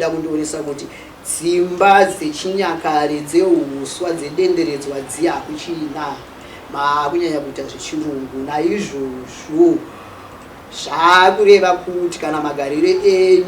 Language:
Shona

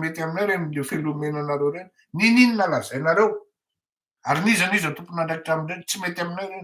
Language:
Malagasy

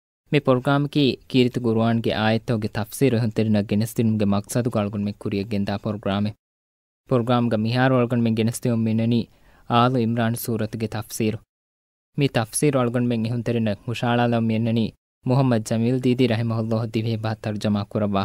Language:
Divehi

